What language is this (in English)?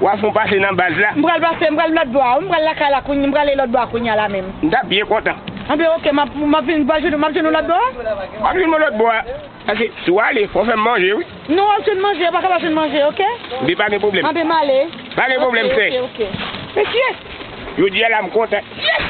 Haitian Creole